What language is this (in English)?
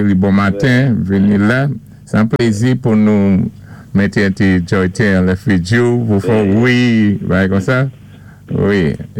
Saint Lucian Creole French